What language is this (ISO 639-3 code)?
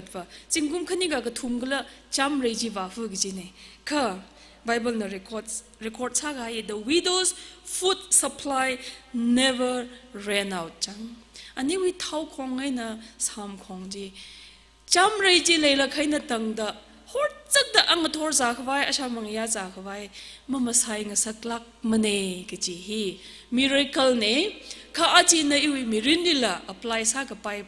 nmf